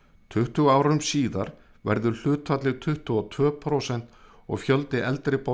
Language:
Icelandic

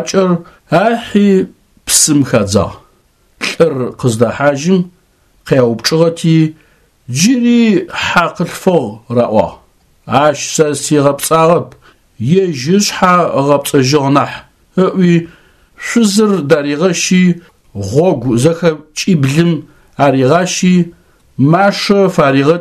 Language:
Adyghe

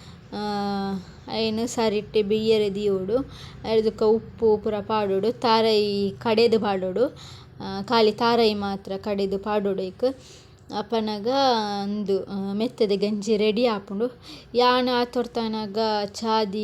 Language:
Tulu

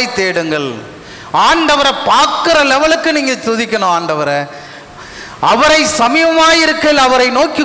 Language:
Tamil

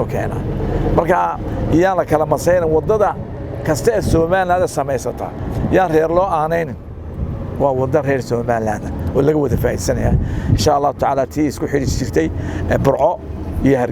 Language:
Somali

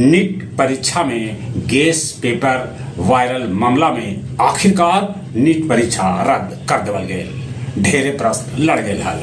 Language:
Magahi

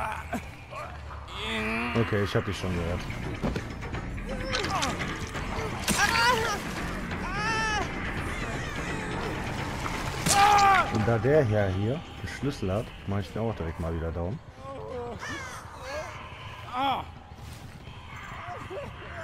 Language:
German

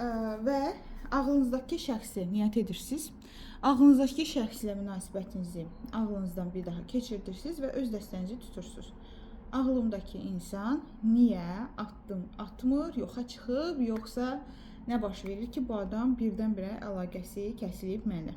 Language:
Azerbaijani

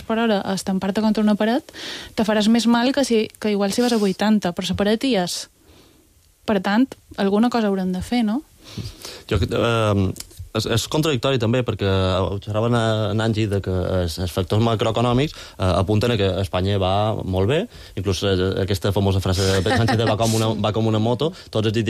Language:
Catalan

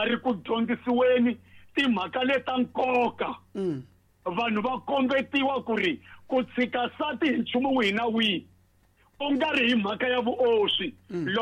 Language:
Tsonga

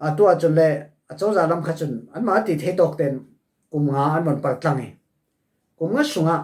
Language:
Falam Chin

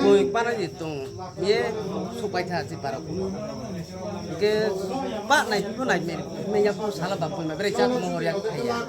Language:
Riang (India)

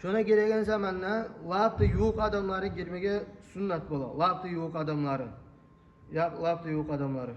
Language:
Kumyk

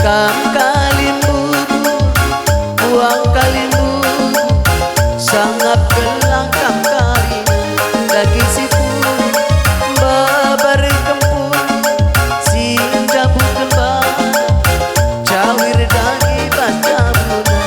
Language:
Batak Karo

